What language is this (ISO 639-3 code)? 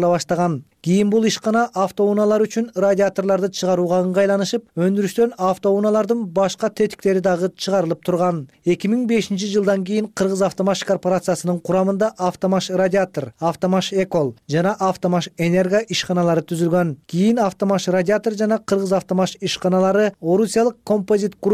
kir